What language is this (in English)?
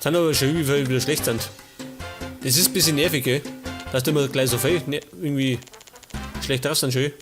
Bavarian